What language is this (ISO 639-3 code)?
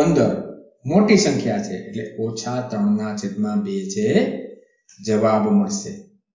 guj